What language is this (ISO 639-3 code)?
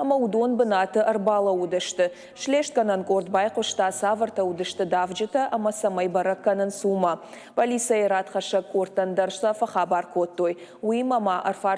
oss